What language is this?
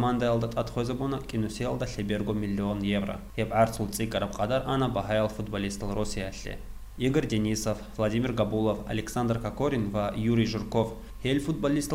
Avaric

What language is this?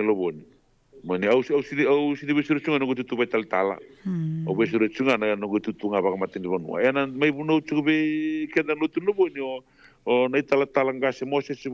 Fijian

